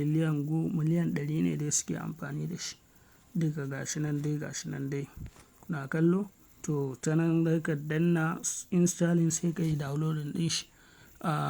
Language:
Hausa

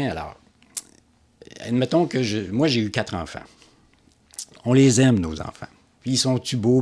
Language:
French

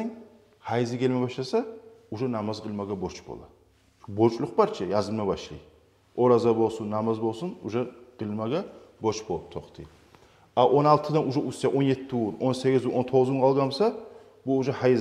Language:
Kumyk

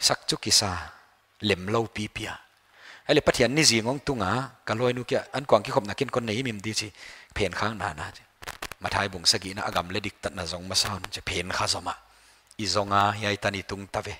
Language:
Paite Chin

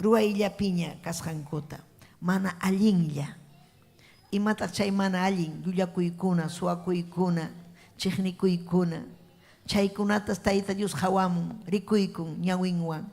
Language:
Ayacucho Quechua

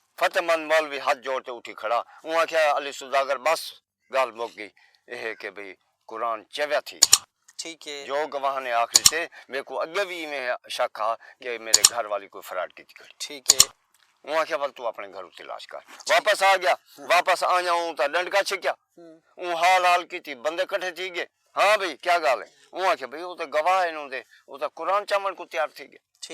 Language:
Saraiki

